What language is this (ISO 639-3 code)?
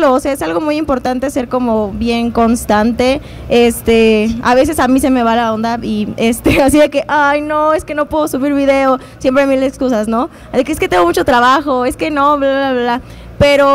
spa